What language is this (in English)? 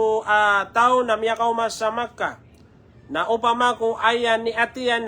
Maranao